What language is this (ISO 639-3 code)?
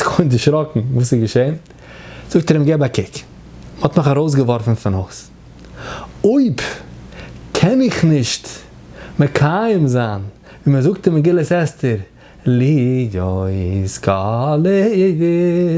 yid